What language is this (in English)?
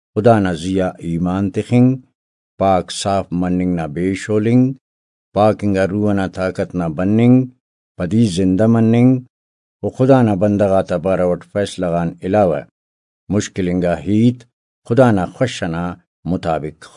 Brahui